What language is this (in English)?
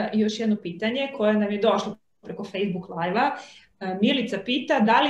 Serbian